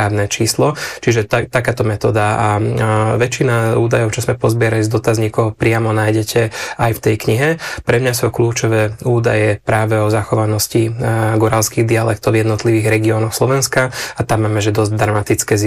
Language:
Slovak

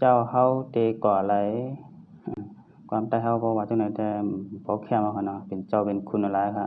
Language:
Shan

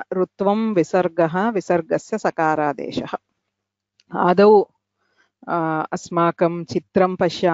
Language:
Sanskrit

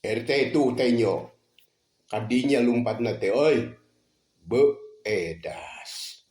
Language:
Sundanese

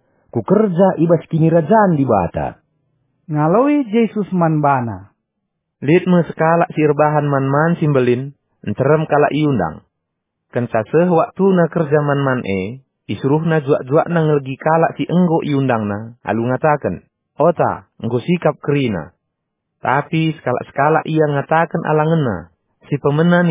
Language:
Batak Karo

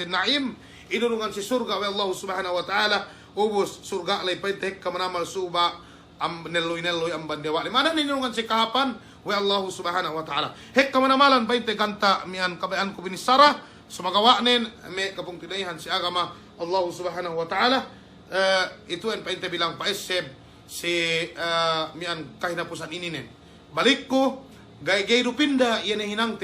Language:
Yakan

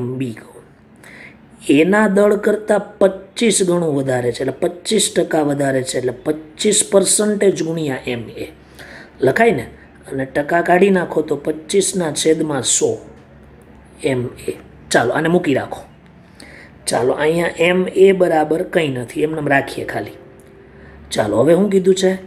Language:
Gujarati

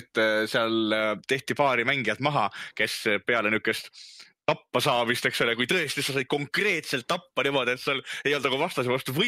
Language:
Estonian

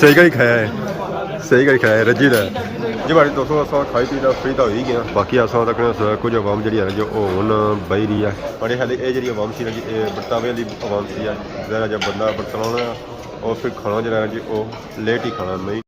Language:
Pahari-Potwari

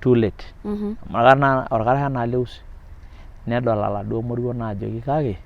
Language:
Masai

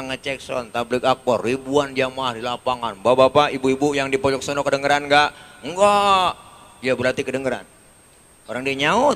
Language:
Betawi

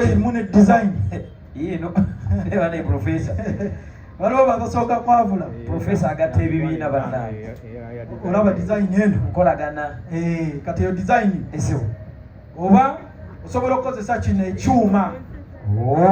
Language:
Ganda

